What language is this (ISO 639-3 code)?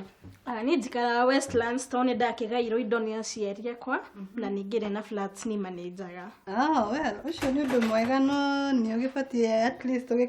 kik